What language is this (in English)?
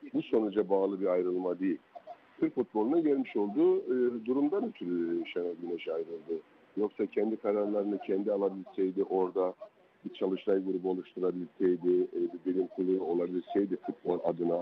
Turkish